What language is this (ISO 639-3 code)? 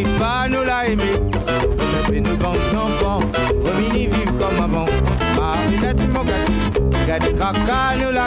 rcf